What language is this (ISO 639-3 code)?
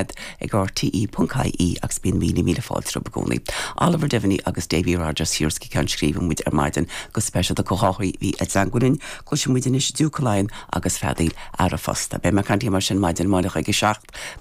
gle